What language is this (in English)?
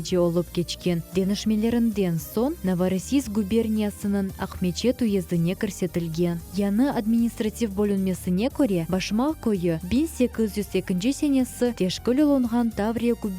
Crimean Tatar